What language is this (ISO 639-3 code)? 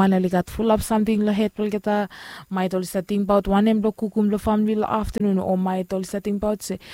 bis